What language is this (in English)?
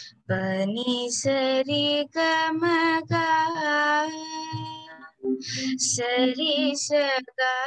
Telugu